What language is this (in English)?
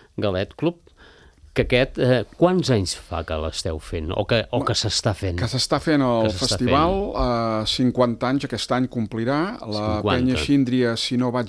Catalan